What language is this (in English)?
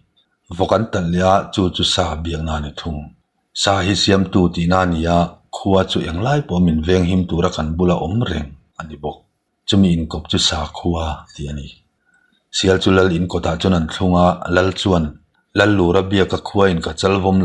Mizo